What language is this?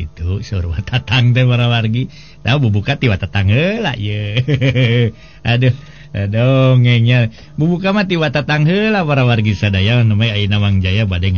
Sundanese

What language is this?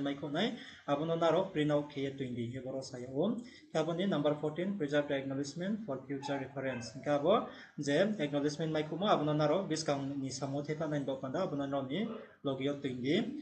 Riang (India)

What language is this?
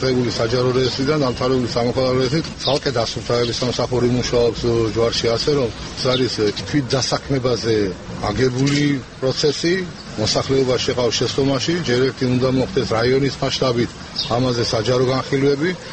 Georgian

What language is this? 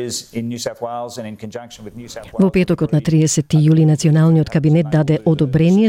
Macedonian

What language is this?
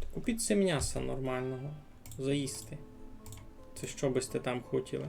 Rusyn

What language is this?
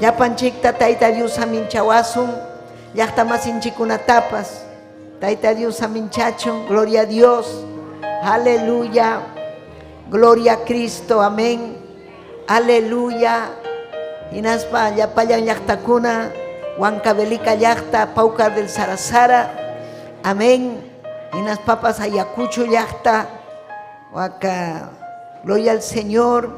Ayacucho Quechua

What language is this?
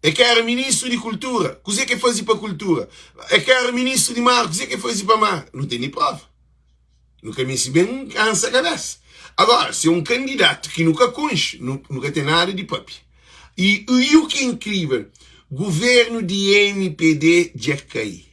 Kabuverdianu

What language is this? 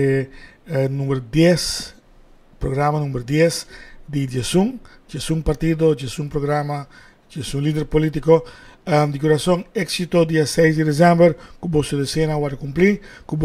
Papiamento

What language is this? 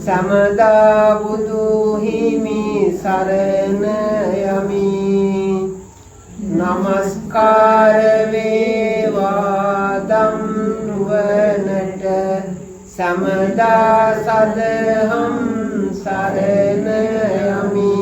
Sinhala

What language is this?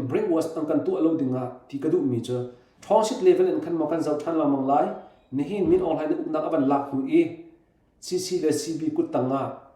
Hakha Chin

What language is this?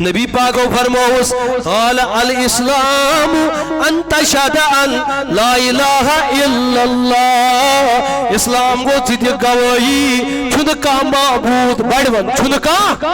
Kashmiri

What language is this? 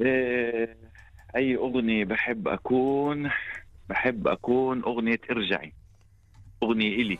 North Levantine Arabic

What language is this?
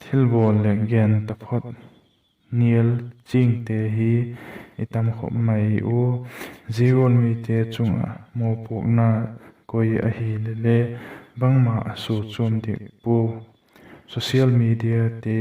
Vaiphei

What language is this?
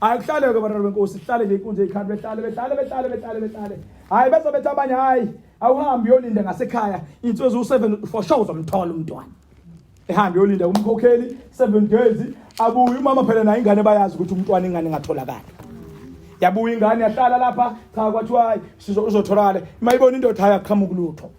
Zulu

